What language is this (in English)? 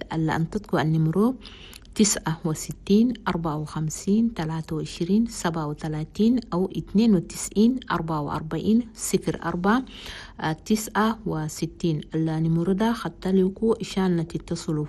Chadian Arabic